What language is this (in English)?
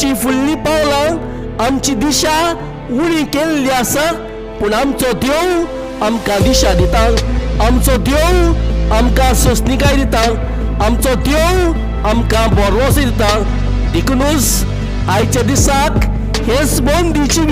Konkani